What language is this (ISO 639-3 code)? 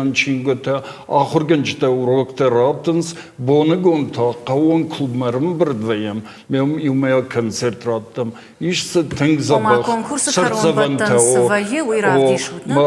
oss